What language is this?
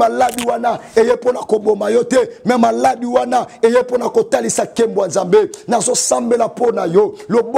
Lingala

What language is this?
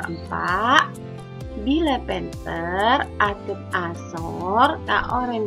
Madurese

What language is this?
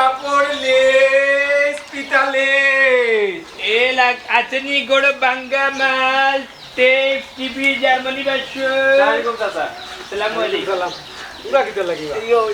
Sylheti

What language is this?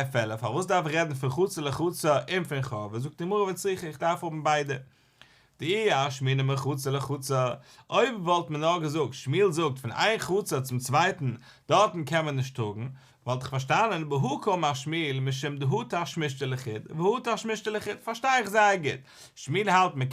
Yiddish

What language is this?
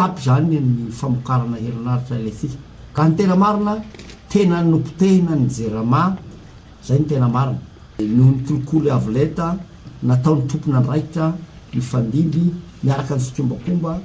Malagasy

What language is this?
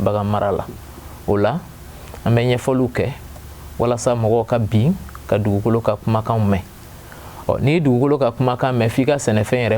Bambara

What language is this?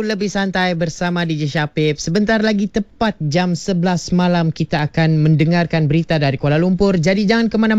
Malay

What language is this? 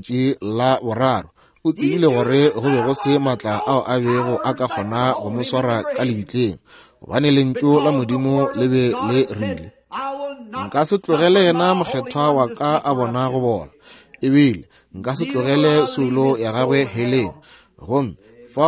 Northern Sotho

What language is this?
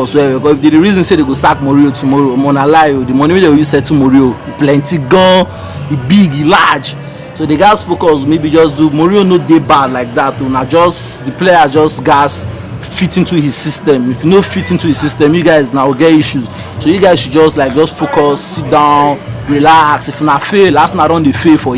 Nigerian Pidgin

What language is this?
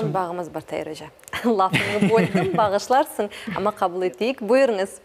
Crimean Tatar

